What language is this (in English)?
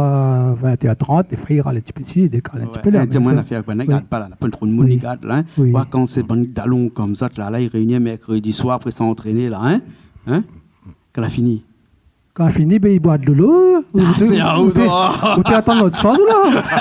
Réunion Creole French